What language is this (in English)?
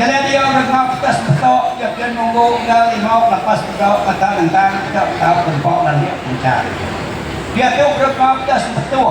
Iban